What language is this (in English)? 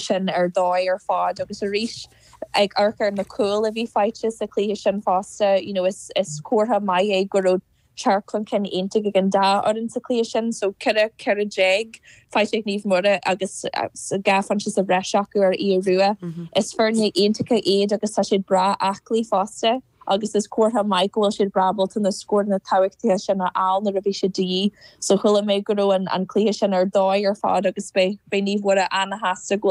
Irish